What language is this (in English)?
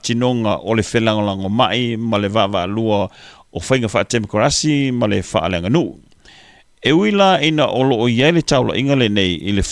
Samoan